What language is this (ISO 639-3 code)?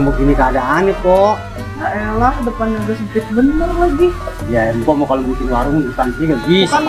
bew